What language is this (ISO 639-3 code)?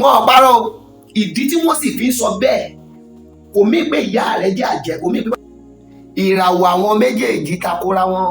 yor